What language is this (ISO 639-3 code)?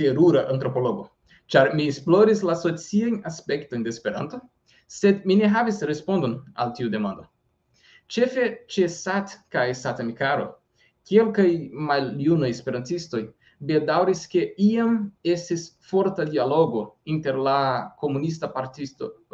epo